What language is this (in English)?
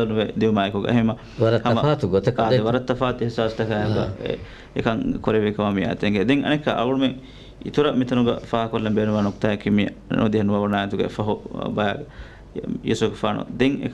Divehi